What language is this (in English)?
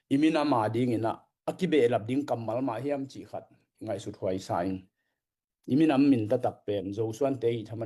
Tedim Chin